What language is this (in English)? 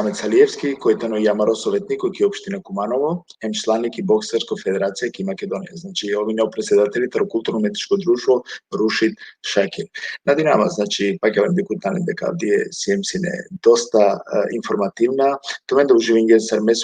Balkan Romani